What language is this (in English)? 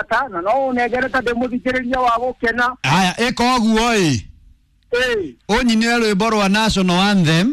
Kikuyu